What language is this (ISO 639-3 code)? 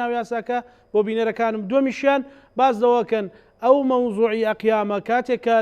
ckb